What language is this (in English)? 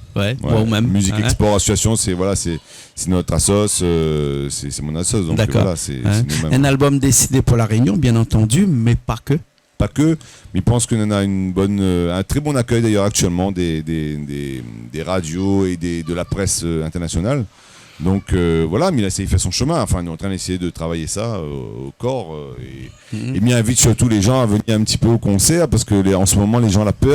Réunion Creole French